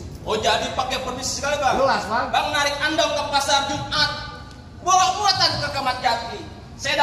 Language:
Betawi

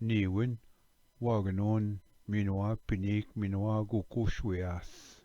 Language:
Ojibwa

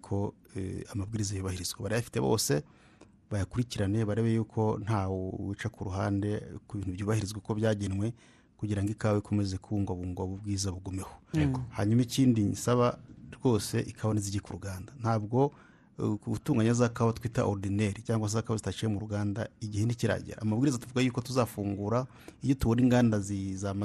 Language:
Kinyarwanda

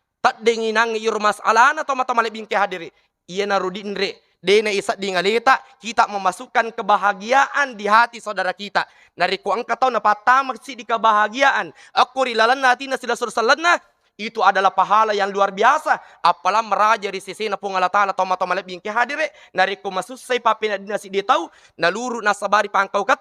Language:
Buginese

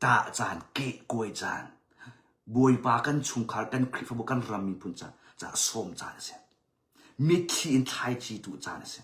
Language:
Hakha Chin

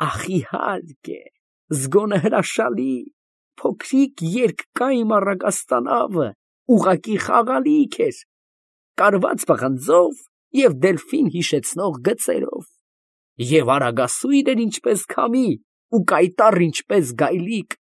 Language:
Armenian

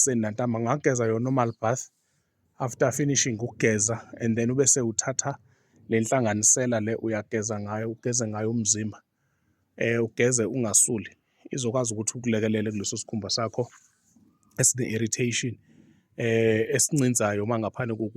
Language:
Zulu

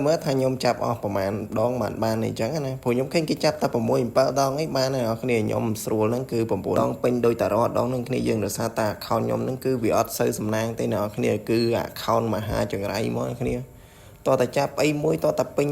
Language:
Khmer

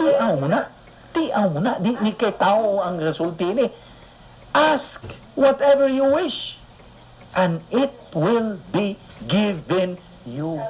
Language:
Cebuano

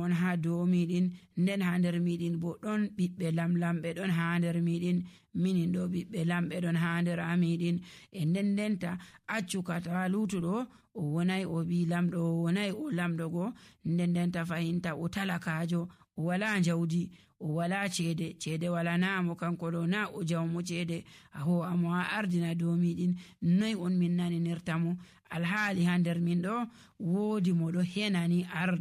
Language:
Nigerian Fulfulde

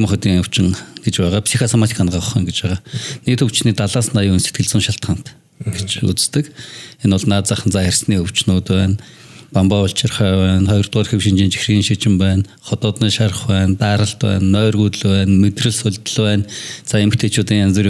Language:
Mongolian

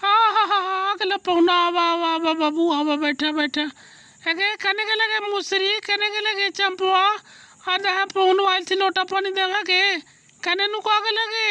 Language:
Magahi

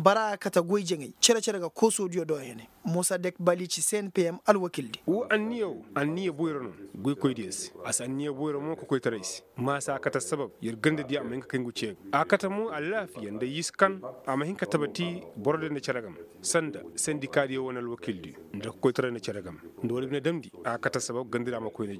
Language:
Koyraboro Senni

